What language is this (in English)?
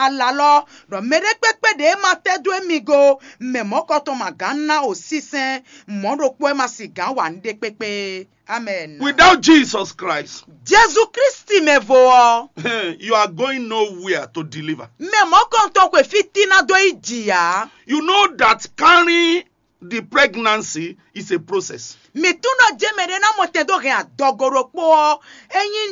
Fon